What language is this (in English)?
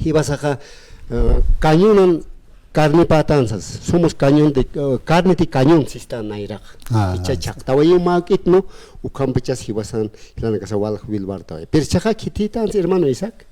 Aymara